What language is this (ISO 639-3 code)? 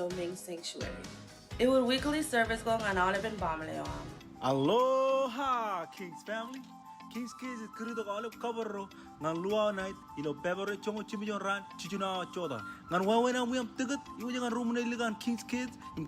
mah